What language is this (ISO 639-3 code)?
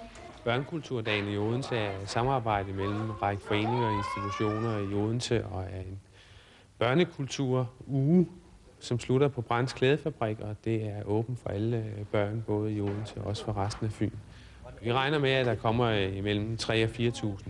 dan